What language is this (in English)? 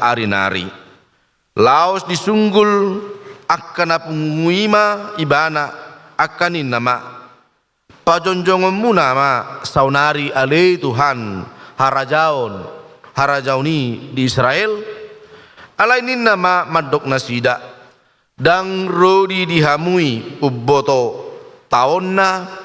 Batak Toba